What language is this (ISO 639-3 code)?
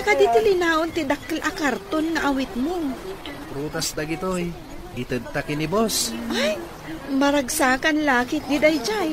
ilo